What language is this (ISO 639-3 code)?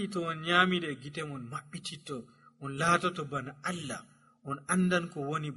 fuv